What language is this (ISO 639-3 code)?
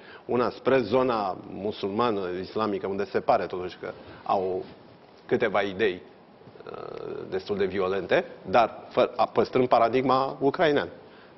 ron